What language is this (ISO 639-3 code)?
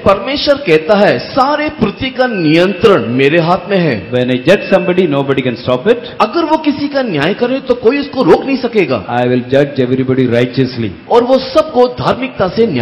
hin